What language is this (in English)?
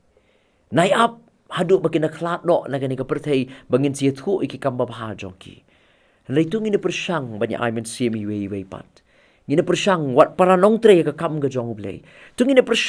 Khasi